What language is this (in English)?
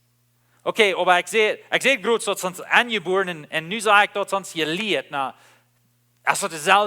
Plautdietsch